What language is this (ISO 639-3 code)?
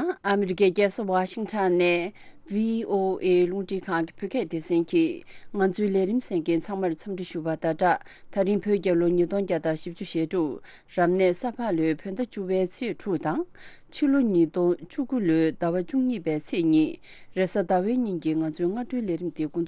bod